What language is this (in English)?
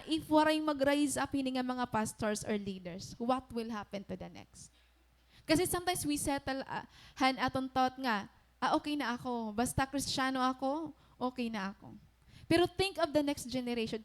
Waray